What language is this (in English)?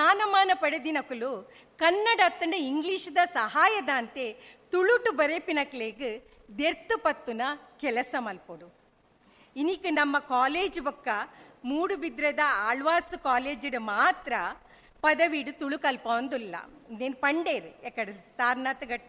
Tulu